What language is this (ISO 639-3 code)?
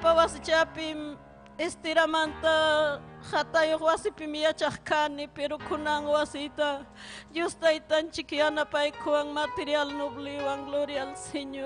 quy